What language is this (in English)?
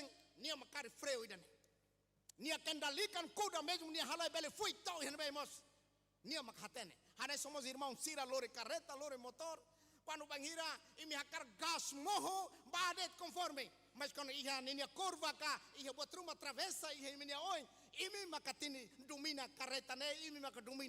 Tetum